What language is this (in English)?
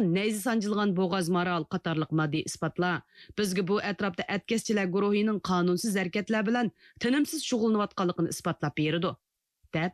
Uyghur